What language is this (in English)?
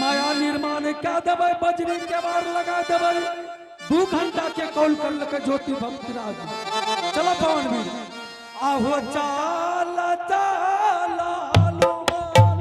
Angika